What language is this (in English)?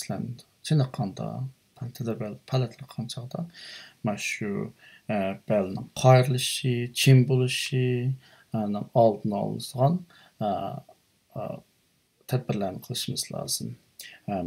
Uyghur